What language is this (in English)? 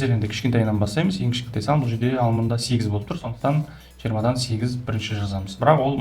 Kazakh